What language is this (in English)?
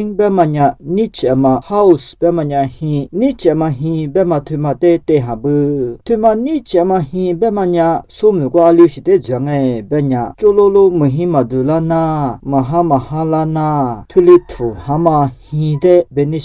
Lisu